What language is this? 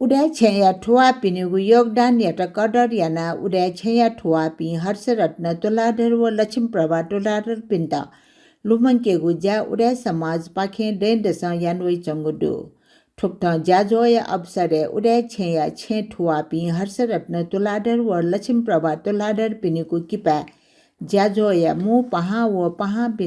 Newari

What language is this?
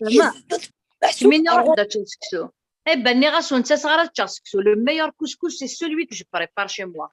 Kabyle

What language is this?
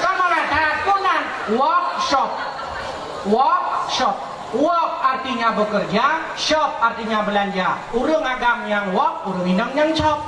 Achinese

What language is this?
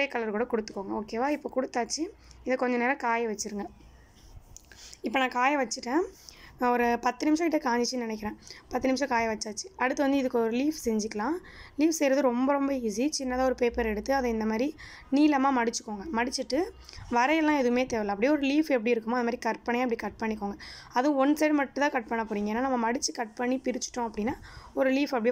Tamil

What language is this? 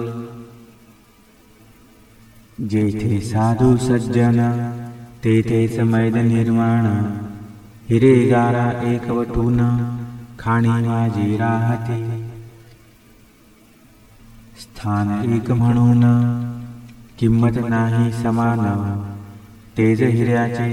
Marathi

